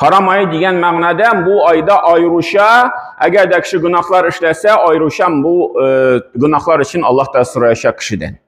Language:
Tatar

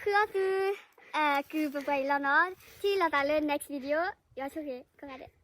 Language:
S'gaw Karen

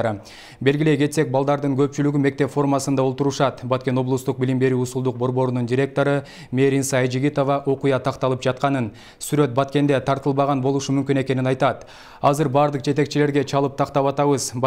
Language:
Kyrgyz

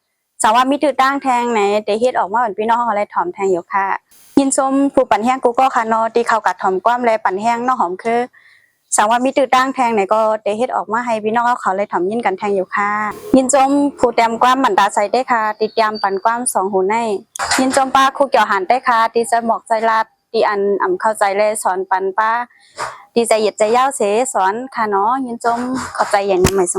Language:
Shan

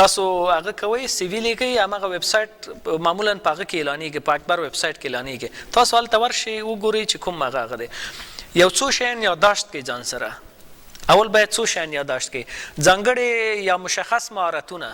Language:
Pashto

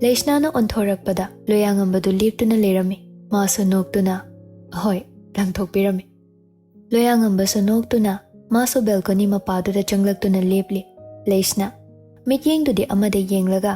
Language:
Manipuri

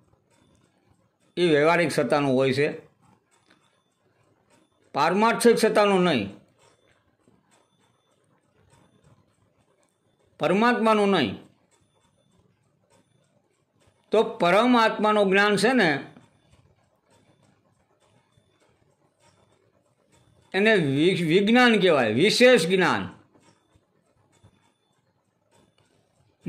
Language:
Gujarati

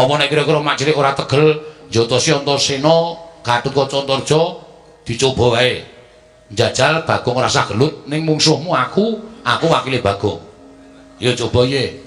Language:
Javanese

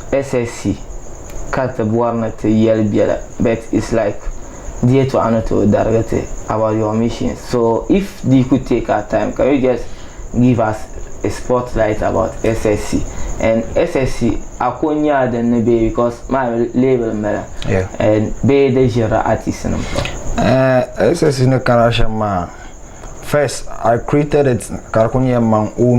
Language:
Dagbani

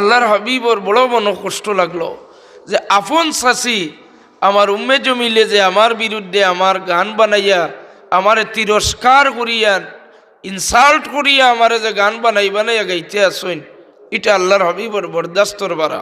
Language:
Sylheti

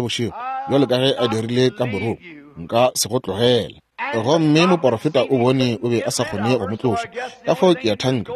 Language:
Northern Sotho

